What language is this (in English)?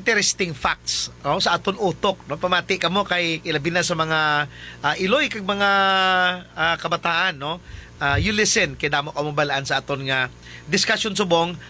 Hiligaynon